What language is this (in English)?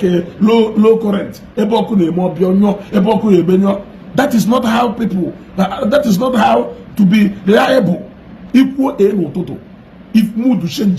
Igbo